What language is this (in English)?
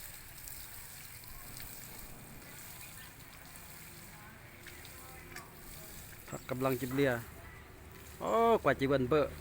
Lao